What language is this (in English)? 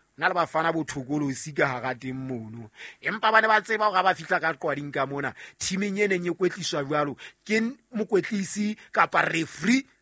Southern Sotho